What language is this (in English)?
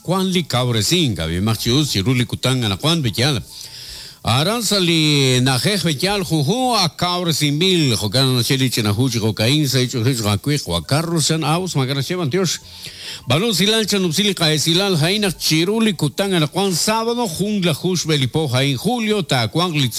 Kekchí